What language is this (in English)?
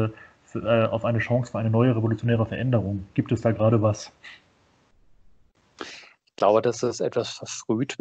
German